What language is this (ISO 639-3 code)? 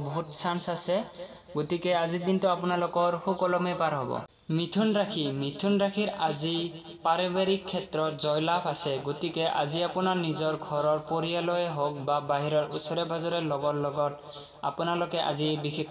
asm